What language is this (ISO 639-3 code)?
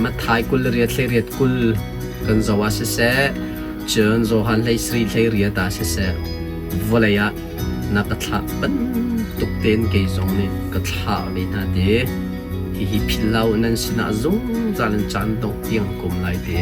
cnh